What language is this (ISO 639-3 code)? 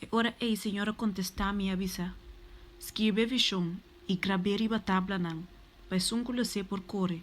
pap